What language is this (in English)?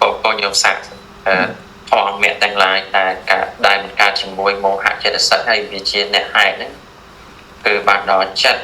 Khmer